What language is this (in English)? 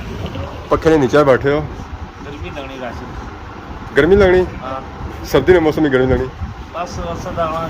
Pahari-Potwari